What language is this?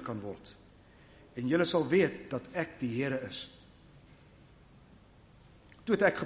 Afrikaans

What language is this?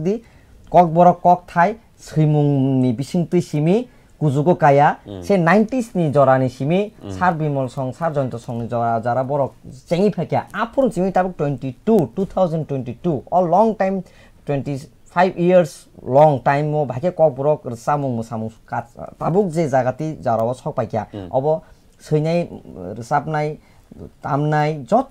Kok Borok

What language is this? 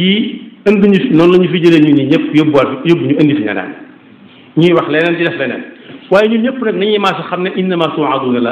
Wolof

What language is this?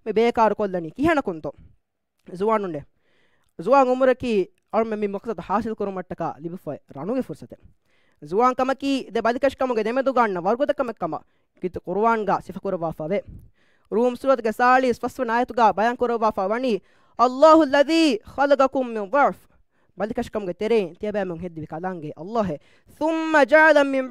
Divehi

